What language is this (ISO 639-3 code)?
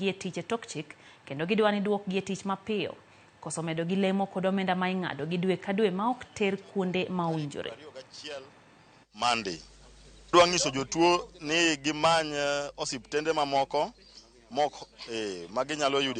luo